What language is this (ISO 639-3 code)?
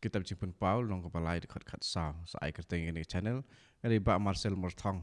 kha